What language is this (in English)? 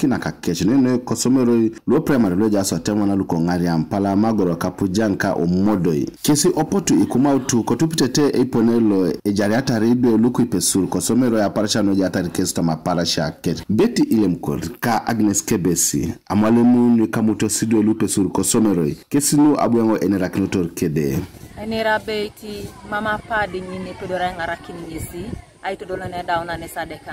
Teso